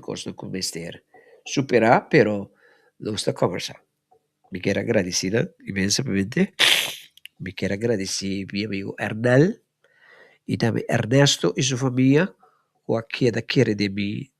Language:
Papiamento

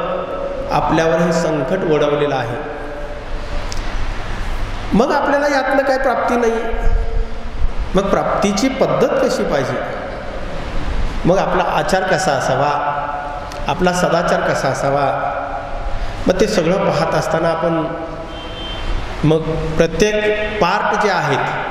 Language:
Marathi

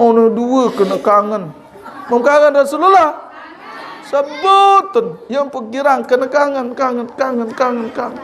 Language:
Sasak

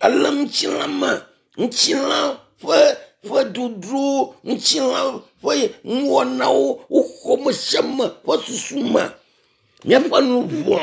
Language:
Ewe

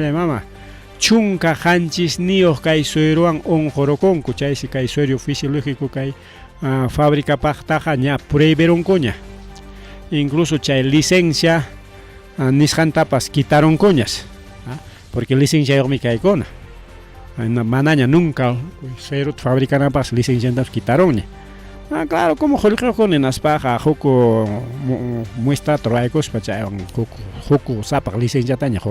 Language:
Ayacucho Quechua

